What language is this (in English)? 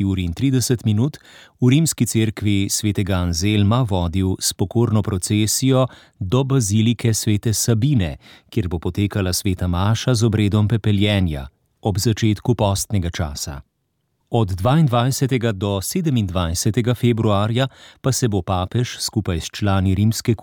Slovenian